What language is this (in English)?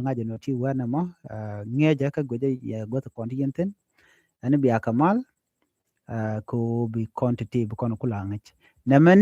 Nuer